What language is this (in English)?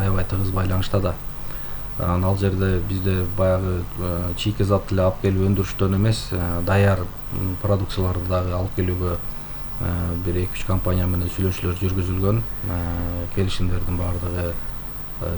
Kyrgyz